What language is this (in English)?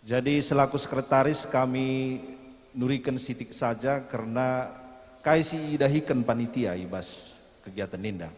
Batak Karo